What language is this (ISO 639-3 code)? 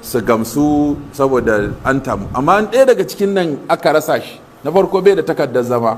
hau